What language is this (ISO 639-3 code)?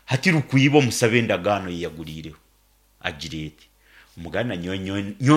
nyn